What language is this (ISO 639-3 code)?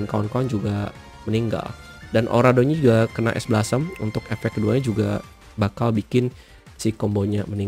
ind